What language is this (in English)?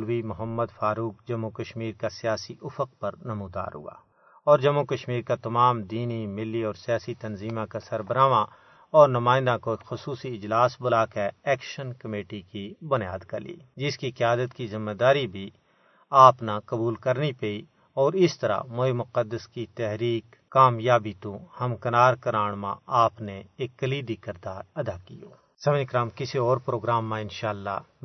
Gujari